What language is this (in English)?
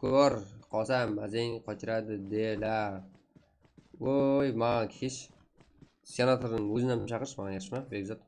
Kara-Kalpak